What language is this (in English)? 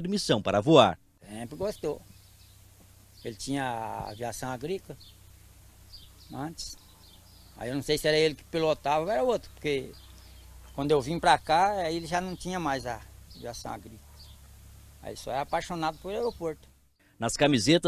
Portuguese